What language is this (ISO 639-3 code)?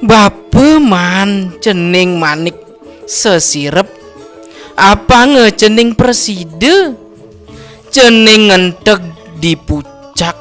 ban